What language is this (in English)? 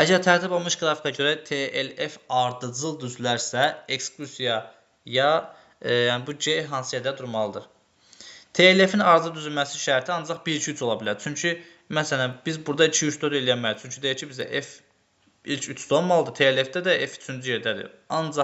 Azerbaijani